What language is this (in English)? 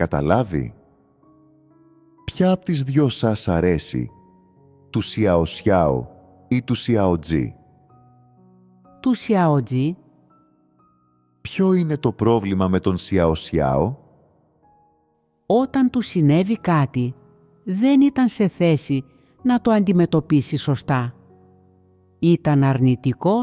Greek